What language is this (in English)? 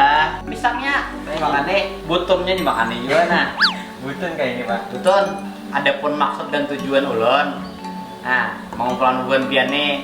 Banjar